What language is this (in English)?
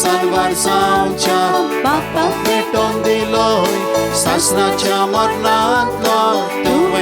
Konkani